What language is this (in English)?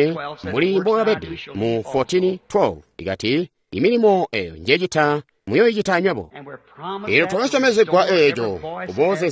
Tonga (Zambia)